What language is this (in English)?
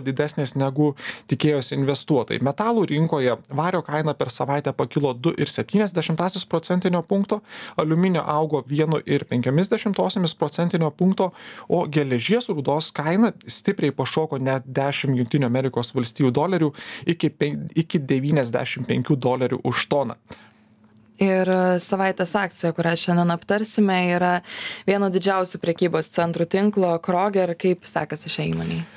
Lithuanian